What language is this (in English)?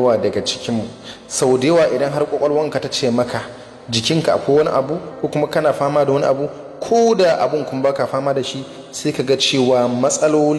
Hausa